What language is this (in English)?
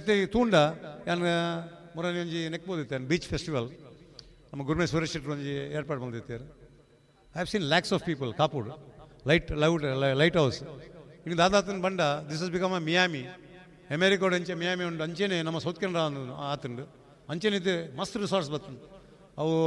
Tulu